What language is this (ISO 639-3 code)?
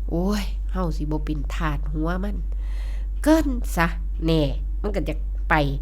tts